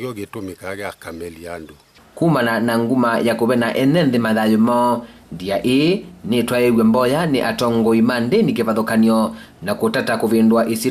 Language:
Kamba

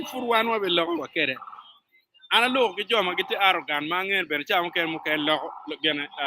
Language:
Acoli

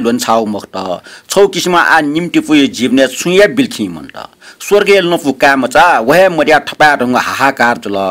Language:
Newari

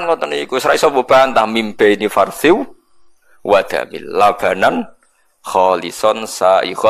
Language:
Javanese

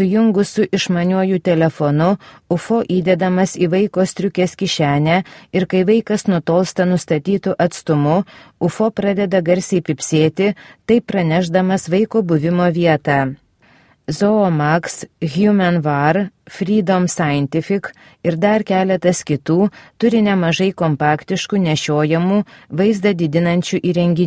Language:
Lithuanian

